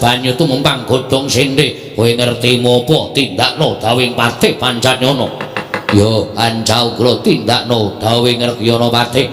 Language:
Javanese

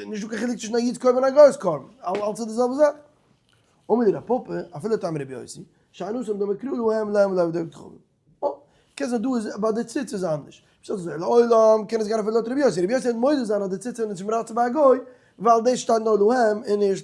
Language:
Yiddish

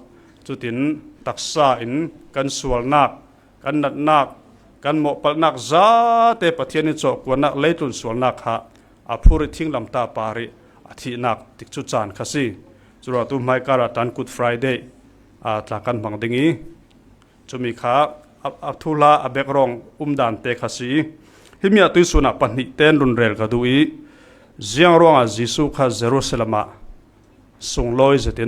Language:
Falam Chin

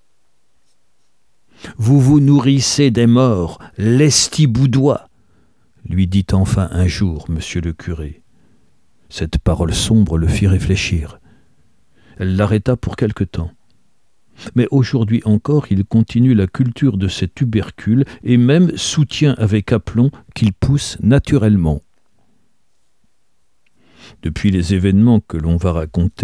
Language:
French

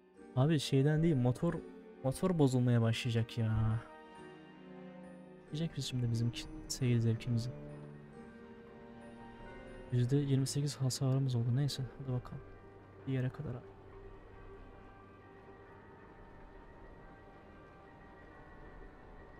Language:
Turkish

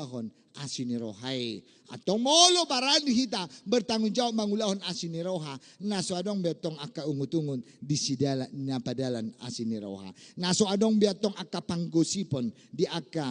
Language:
Batak Toba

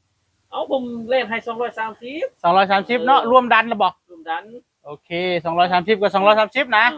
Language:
Northeastern Thai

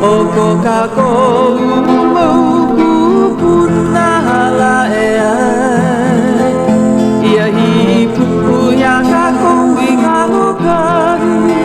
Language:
Hawaiian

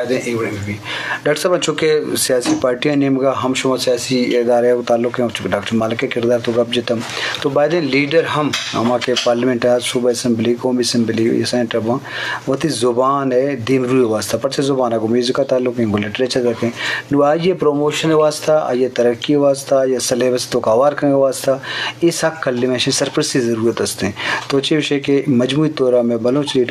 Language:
Eastern Balochi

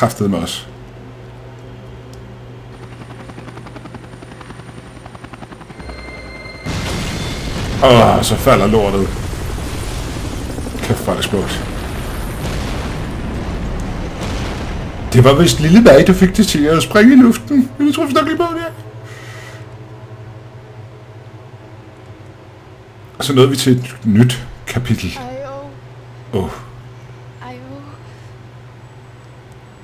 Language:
Danish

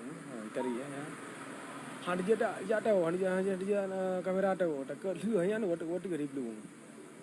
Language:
Achinese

